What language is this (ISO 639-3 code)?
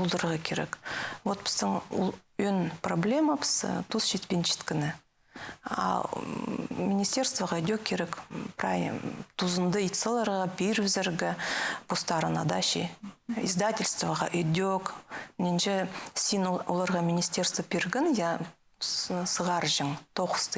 kjh